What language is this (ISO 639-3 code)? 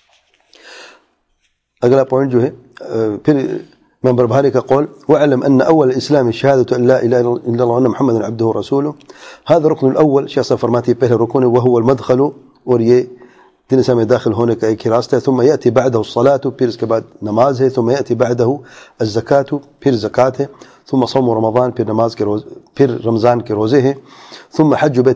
urd